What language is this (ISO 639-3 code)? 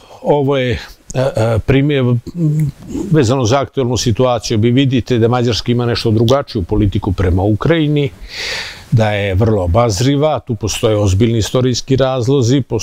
srp